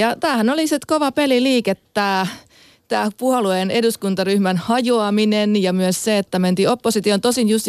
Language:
Finnish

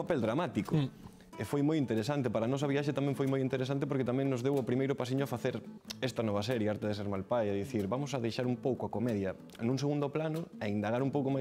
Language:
Galician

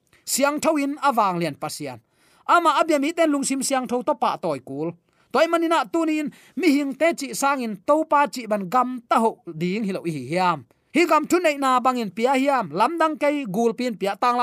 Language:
Tedim Chin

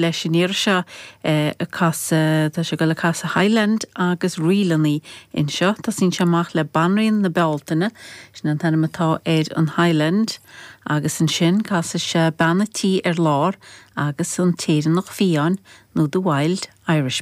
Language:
Irish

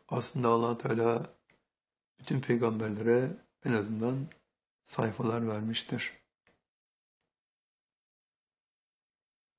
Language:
Turkish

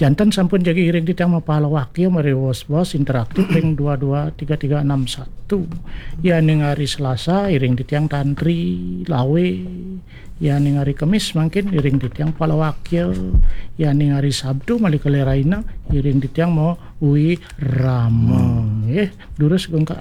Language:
Balinese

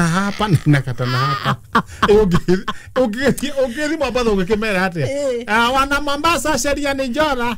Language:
Kikuyu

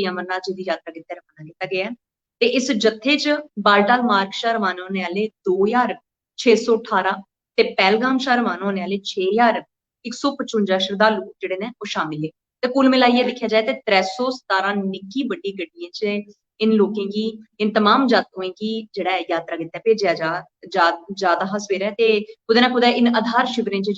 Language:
Dogri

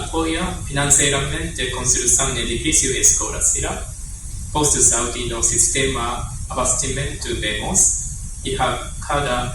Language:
Tetum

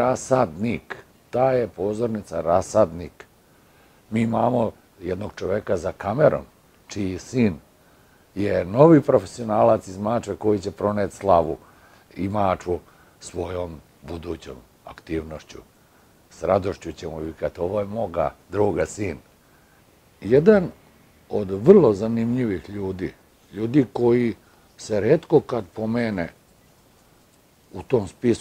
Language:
Serbian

